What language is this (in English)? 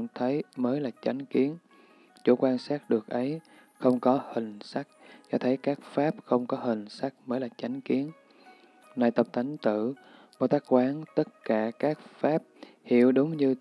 Vietnamese